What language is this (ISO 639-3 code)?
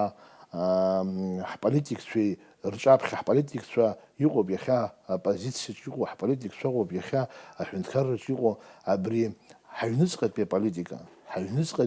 abk